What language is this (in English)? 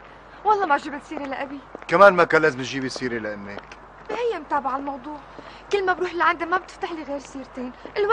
North Levantine Arabic